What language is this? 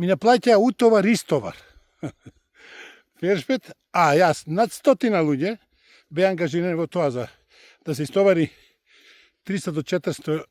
Macedonian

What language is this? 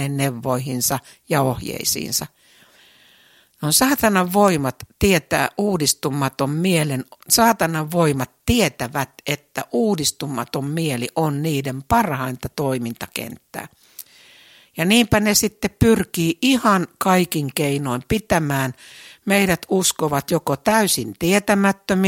Finnish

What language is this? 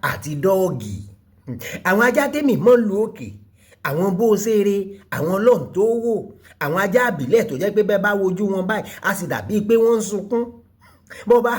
Yoruba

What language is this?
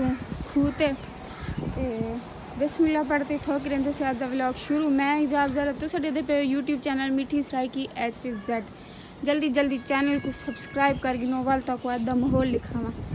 Saraiki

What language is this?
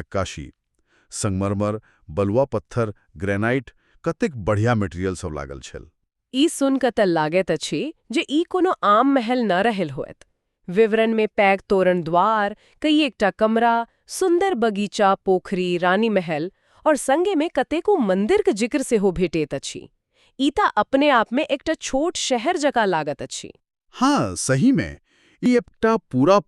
Maithili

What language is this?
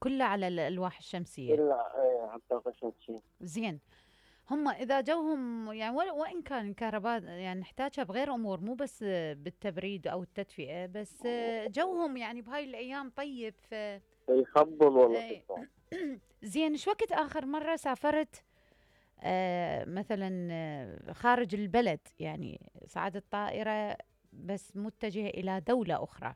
Mesopotamian Arabic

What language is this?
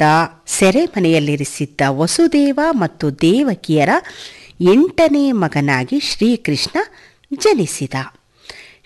Kannada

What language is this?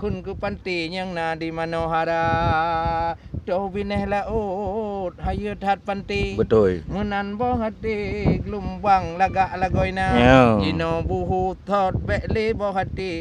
Achinese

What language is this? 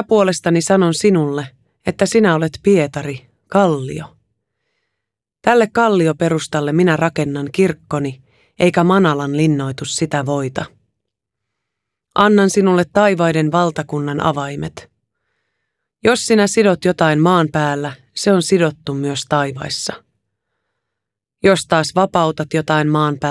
Finnish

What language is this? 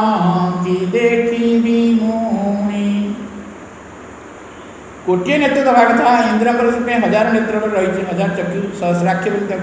Odia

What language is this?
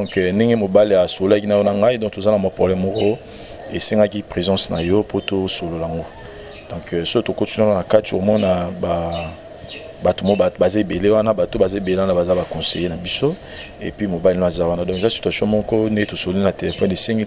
Lingala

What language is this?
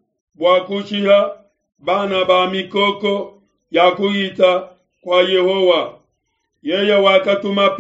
Luba-Lulua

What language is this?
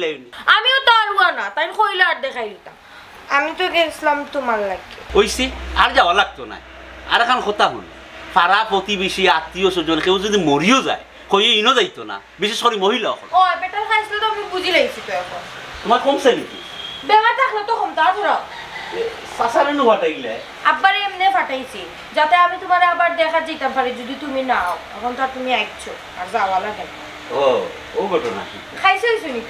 Sylheti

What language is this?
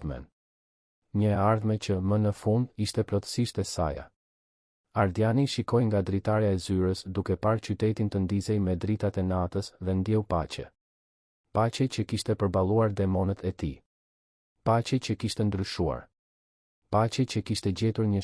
Albanian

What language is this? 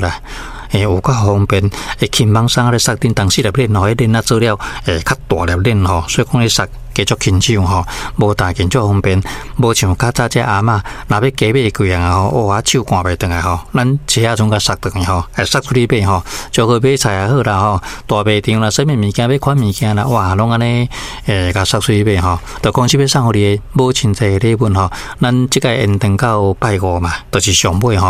Min Nan Chinese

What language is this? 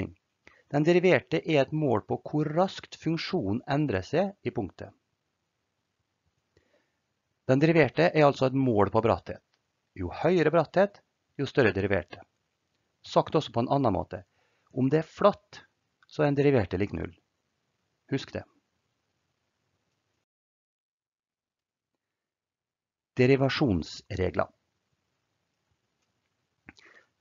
Norwegian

